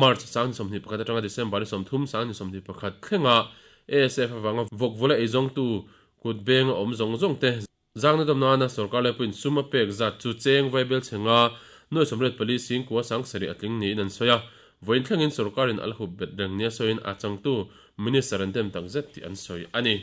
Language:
Mizo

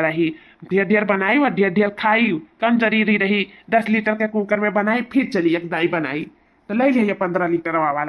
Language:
Awadhi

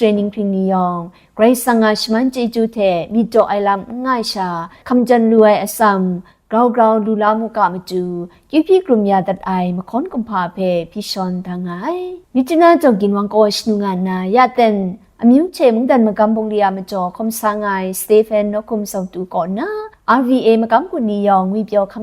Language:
Kachin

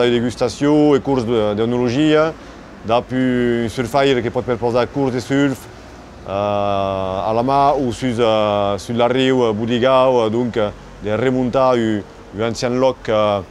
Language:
Occitan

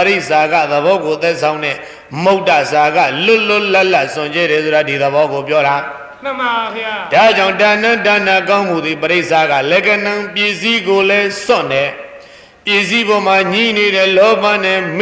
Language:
Burmese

